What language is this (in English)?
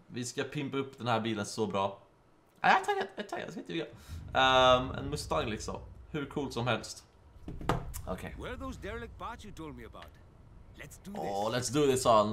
Swedish